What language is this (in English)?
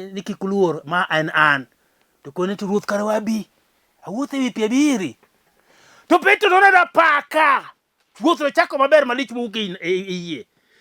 Luo (Kenya and Tanzania)